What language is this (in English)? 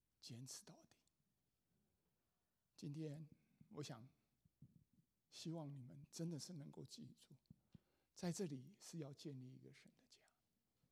Chinese